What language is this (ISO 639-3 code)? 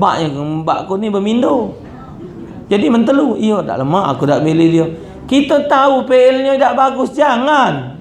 mui